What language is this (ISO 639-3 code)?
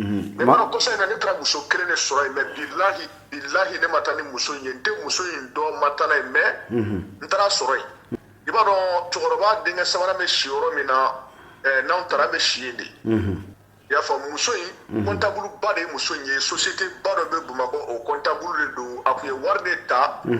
bam